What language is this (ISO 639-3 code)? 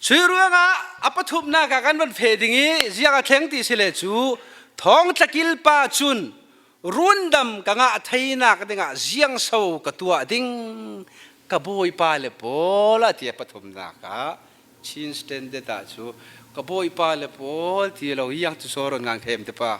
cfm